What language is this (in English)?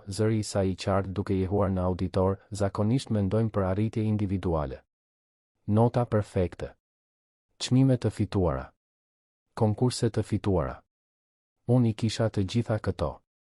Albanian